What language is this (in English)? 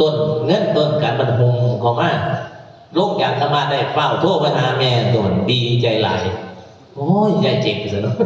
Northeastern Thai